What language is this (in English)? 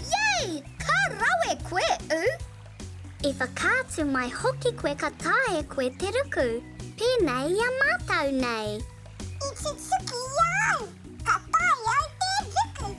Māori